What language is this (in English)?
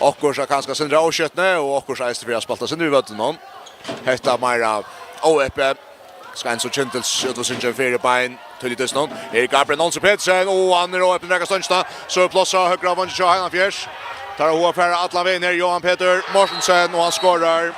Faroese